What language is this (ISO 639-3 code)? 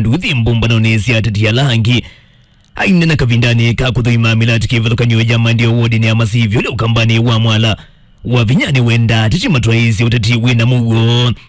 kam